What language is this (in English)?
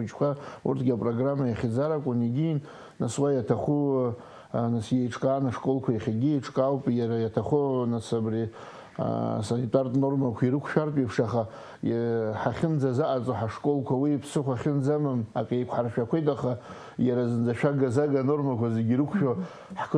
Abkhazian